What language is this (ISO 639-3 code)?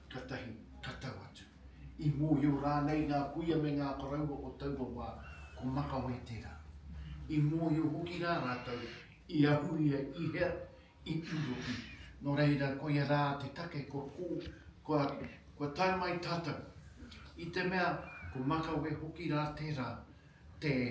mri